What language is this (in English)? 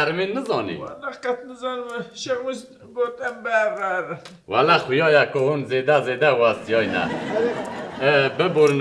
Kurdish